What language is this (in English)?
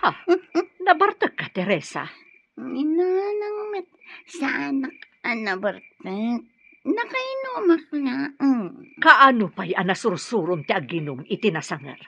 Iloko